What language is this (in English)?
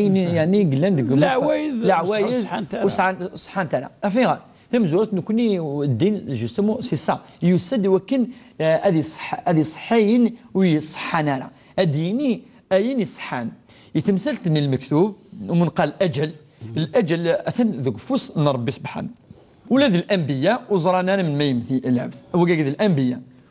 Kabyle